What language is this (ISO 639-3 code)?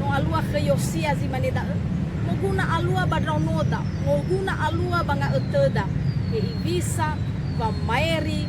nia